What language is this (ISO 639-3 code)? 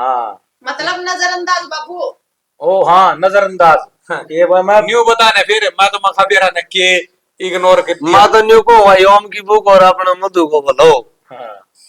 bgc